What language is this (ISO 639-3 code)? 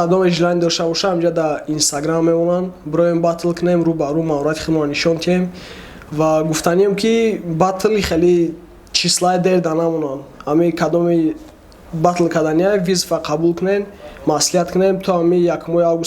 tgk